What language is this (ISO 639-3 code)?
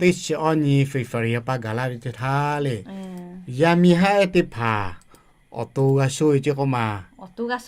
lhu